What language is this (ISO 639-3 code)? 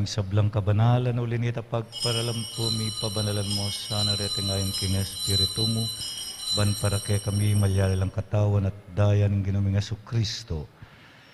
pam